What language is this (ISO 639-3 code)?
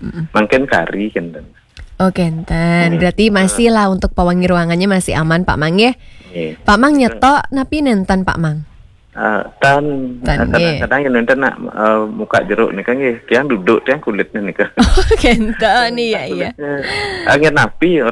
ban